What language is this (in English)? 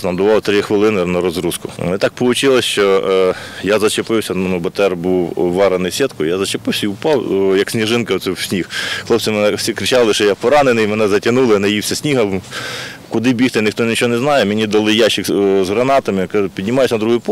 Ukrainian